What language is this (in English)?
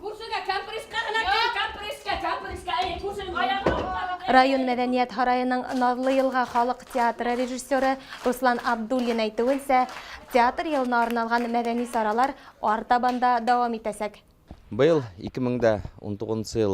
Bashkir